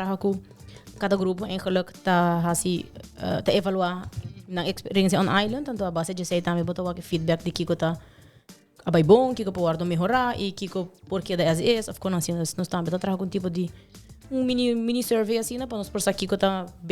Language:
Papiamento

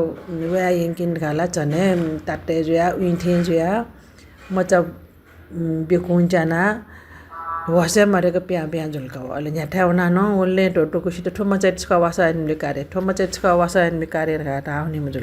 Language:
Newari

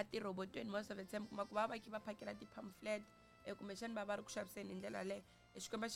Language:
Tsonga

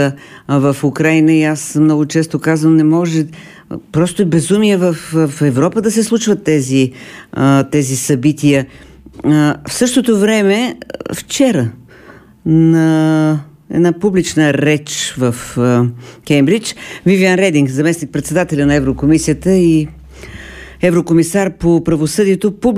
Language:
Bulgarian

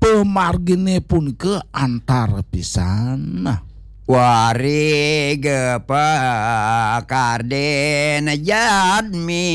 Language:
Balinese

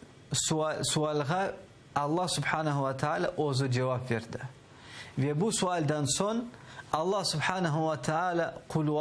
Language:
Crimean Tatar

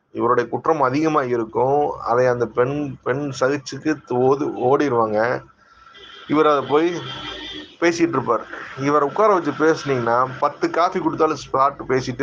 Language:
Tamil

